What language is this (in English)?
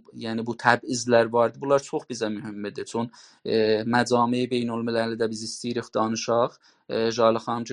South Azerbaijani